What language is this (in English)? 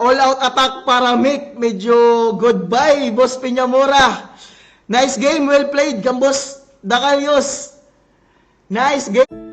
Waray